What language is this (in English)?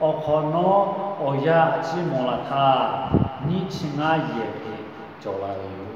Lahu